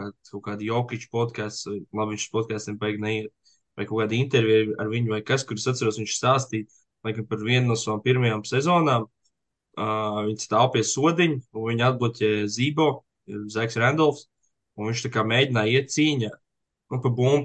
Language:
Latvian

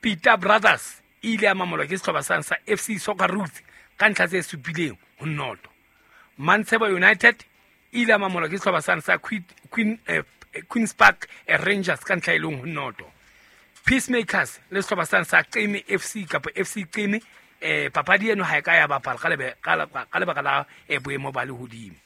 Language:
Southern Sotho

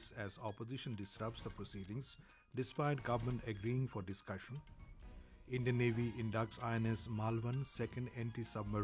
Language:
English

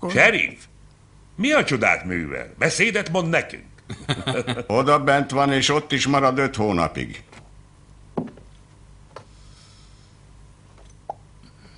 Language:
Hungarian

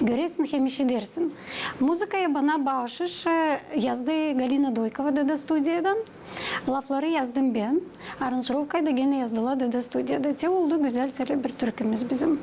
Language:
Gagauz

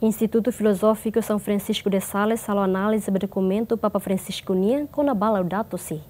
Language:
Tetum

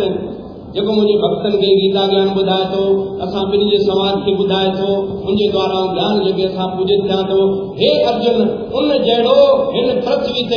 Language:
Sindhi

